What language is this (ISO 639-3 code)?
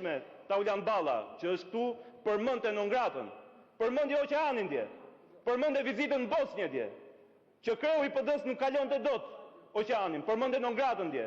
sqi